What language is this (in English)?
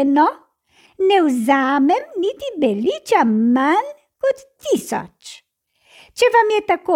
Slovenian